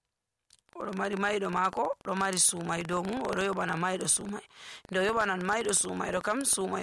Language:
Nigerian Fulfulde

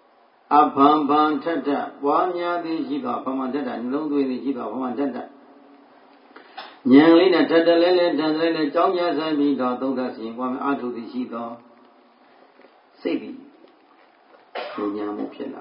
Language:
Burmese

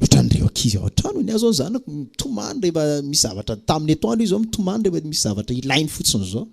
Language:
Malagasy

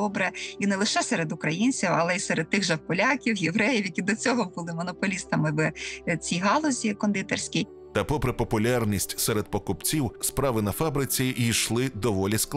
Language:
Ukrainian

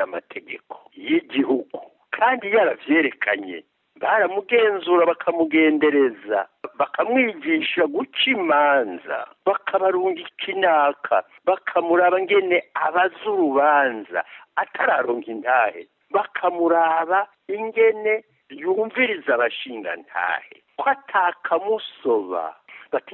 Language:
Rundi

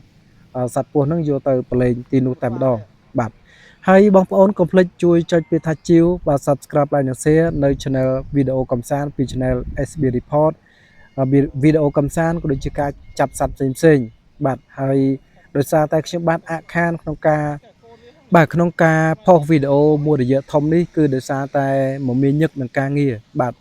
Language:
Khmer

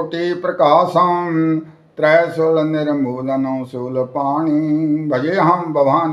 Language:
Sanskrit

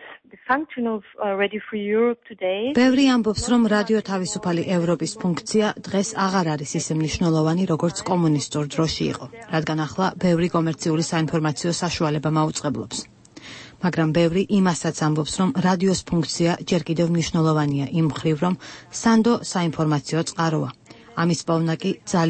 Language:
Georgian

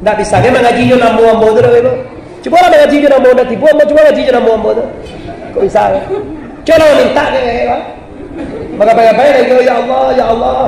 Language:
Minangkabau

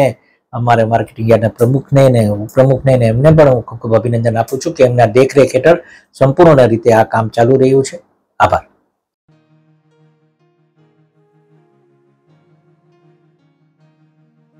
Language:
Gujarati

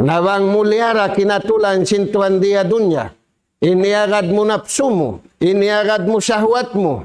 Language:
Tausug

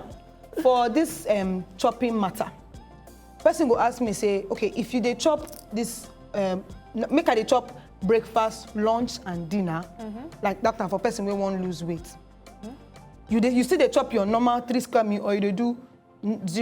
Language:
Nigerian Pidgin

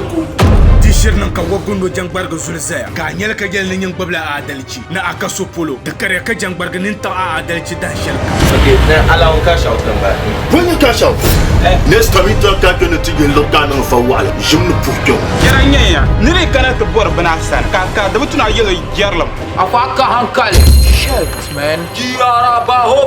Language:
Dagbani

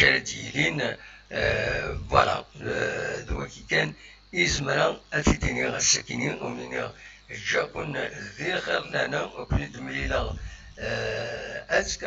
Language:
Kabyle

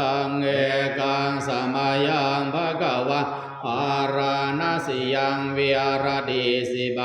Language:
Pali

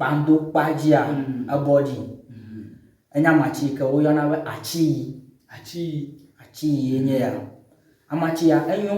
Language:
Ewe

